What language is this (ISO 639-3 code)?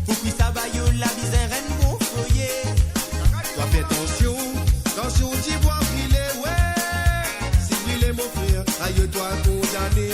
mfe